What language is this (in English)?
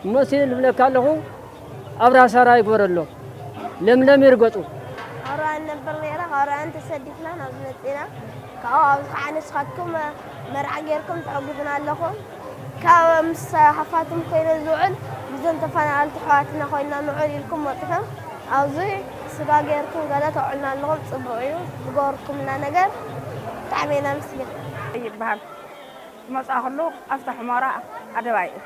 Tigrinya